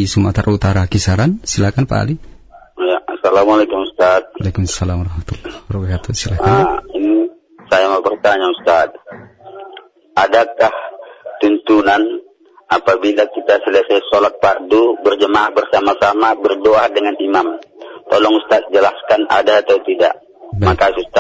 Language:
Indonesian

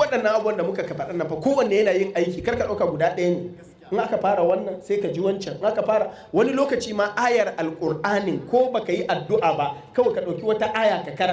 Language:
Hausa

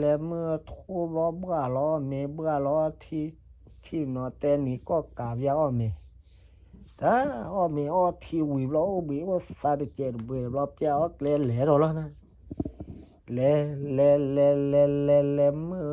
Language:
S'gaw Karen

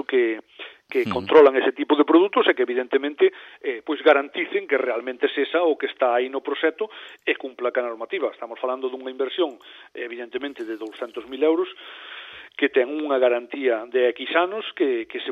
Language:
Galician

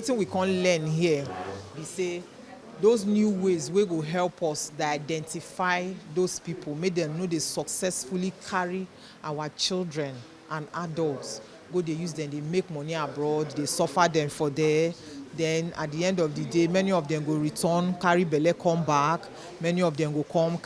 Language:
Nigerian Pidgin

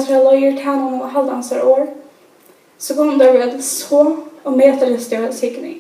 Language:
Faroese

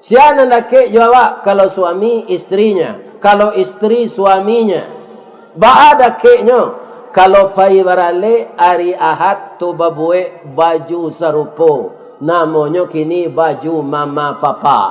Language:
Minangkabau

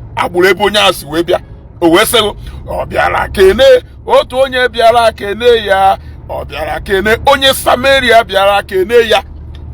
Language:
Igbo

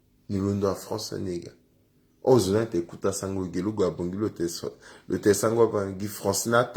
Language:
Sango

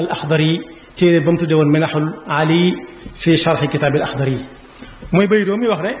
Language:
Wolof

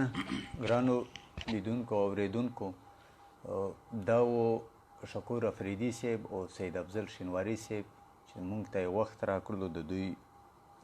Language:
Pashto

